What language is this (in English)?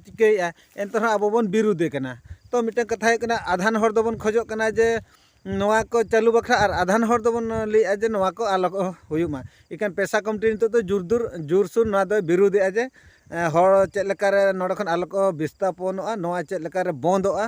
Santali